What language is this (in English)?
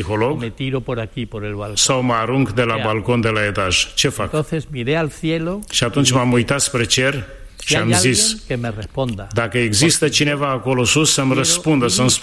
Romanian